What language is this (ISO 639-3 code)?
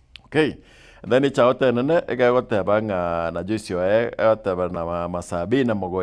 guz